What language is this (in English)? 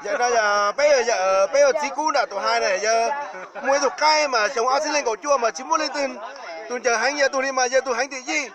Hmong